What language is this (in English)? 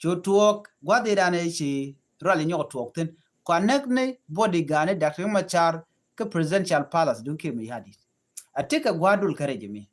Nuer